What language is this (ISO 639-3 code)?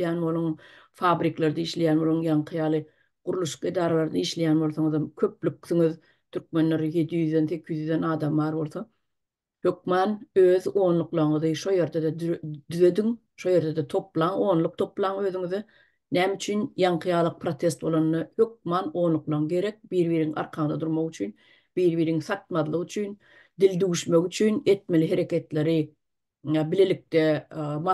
tuk